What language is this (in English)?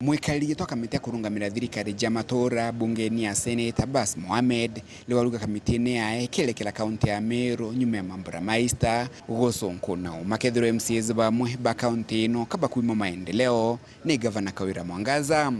Meru